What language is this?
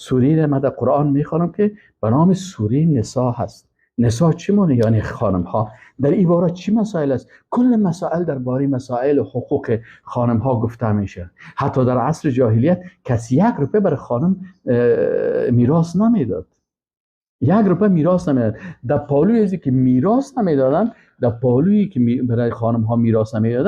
Persian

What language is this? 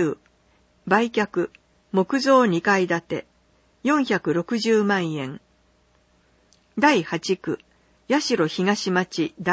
Japanese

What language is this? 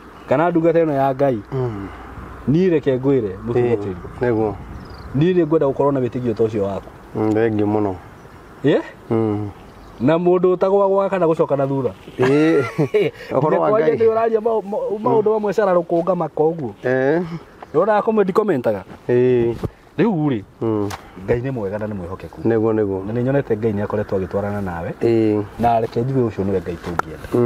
Kikuyu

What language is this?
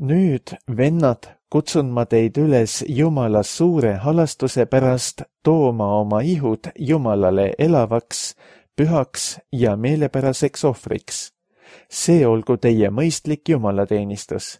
Estonian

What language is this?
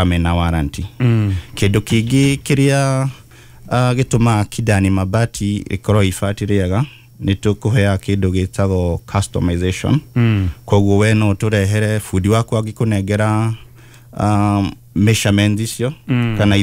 Kikuyu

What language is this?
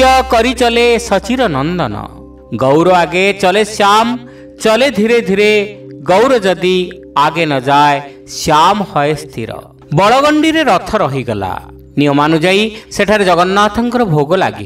Odia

